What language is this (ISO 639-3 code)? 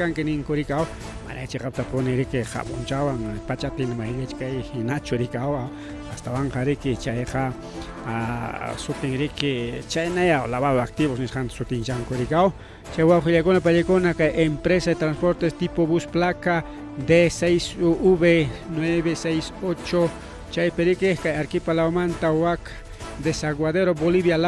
quy